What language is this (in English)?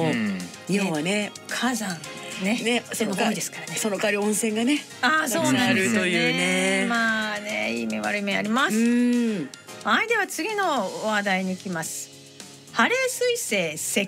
Japanese